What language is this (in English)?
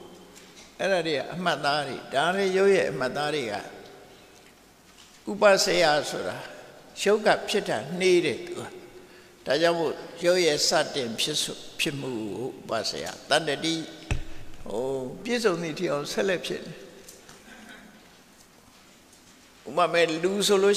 Burmese